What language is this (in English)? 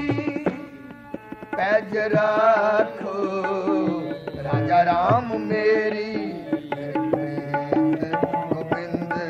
Punjabi